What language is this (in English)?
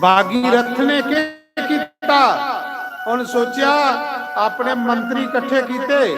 Dogri